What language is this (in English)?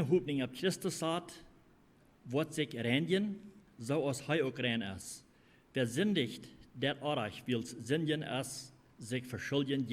Plautdietsch